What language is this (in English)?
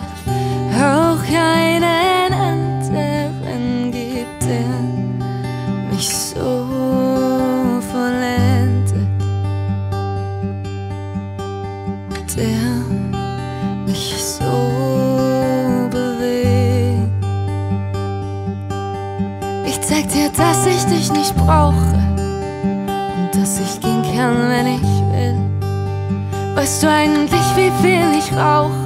German